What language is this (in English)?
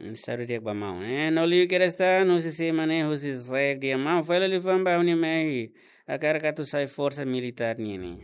Tetum